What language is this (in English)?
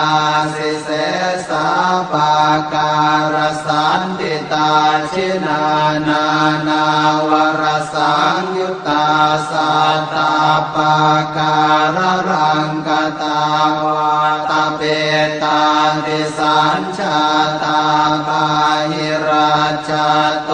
Pali